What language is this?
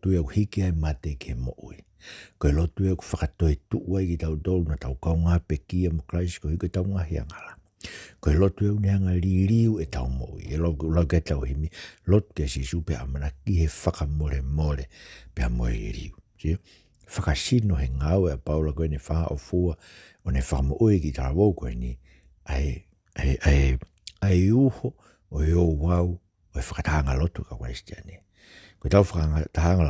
Tongan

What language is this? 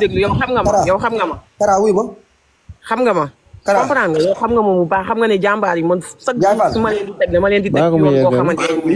Wolof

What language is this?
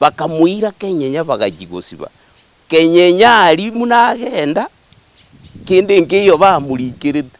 Gusii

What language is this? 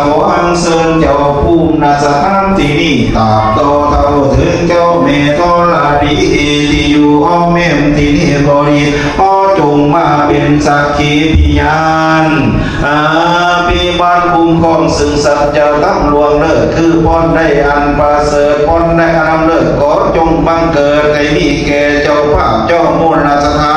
Pali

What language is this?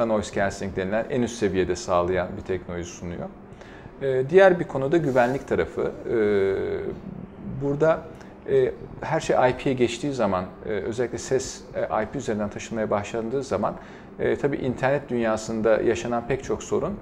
Turkish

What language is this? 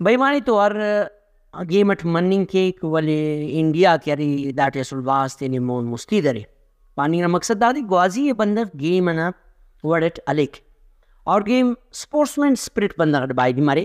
Brahui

